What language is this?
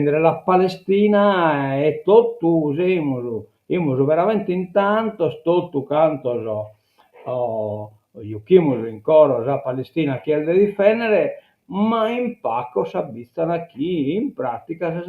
Sardinian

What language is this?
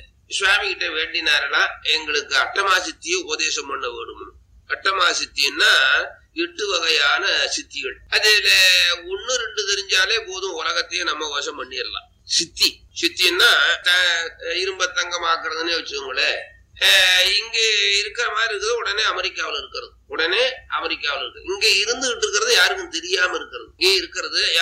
Tamil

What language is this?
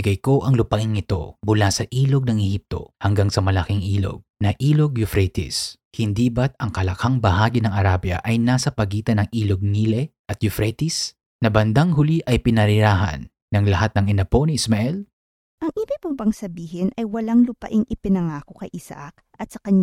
Filipino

